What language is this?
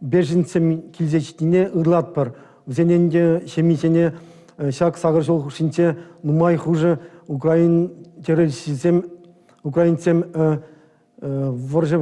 Chuvash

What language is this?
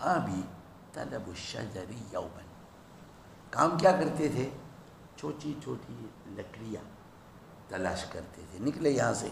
Urdu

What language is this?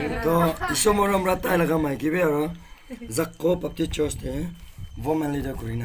Naga Pidgin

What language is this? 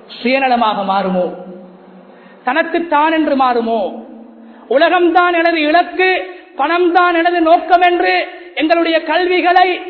Tamil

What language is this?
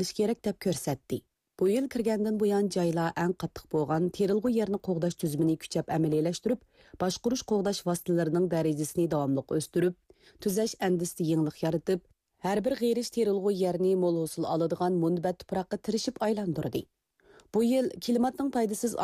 Uyghur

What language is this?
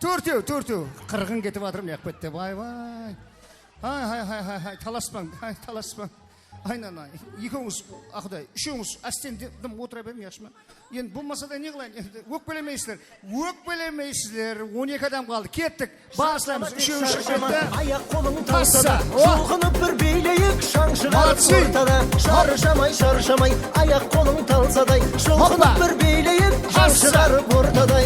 Kara-Kalpak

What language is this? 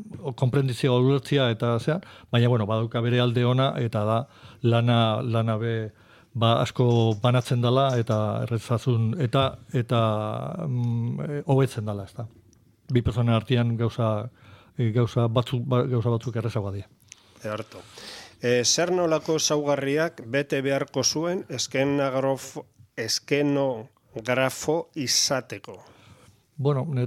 Basque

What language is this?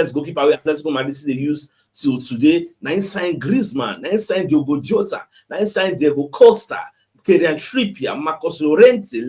Nigerian Pidgin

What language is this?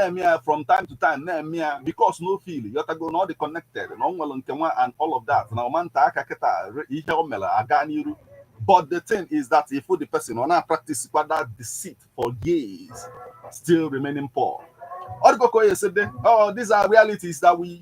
Igbo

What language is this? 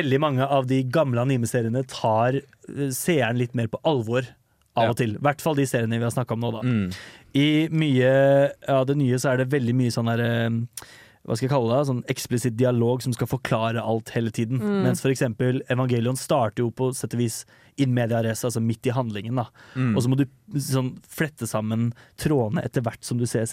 Norwegian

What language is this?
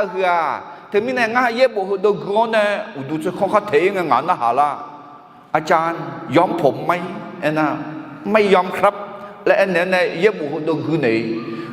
Akha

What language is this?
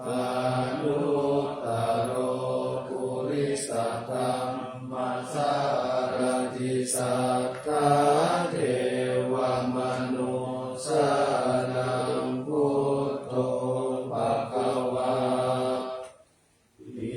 Pali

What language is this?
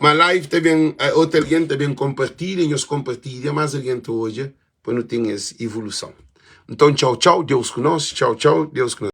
Kabuverdianu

